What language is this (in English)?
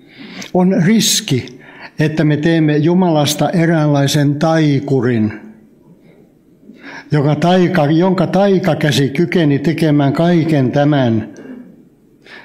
Finnish